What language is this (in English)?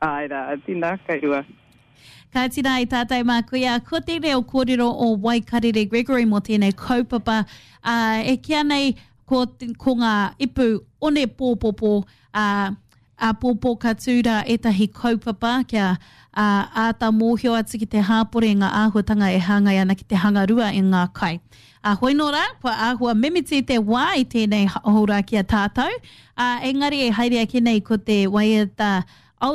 Māori